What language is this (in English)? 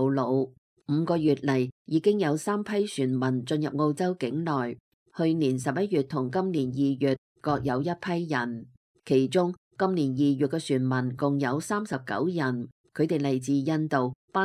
Cantonese